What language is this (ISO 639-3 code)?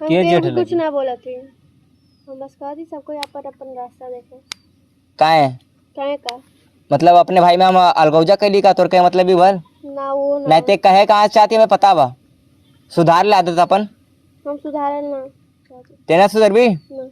awa